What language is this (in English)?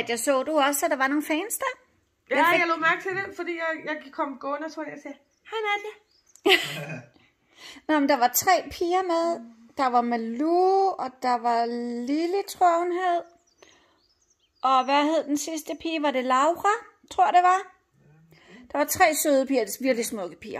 Danish